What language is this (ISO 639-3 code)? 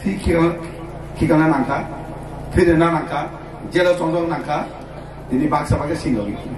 trp